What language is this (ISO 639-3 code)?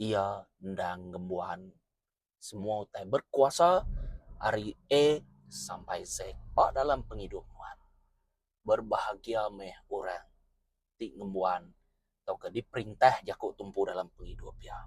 iba